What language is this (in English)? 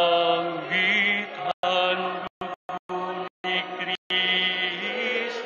Waray